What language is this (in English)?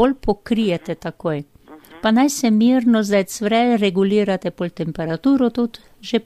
Slovenian